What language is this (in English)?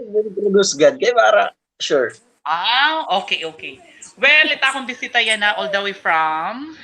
Waray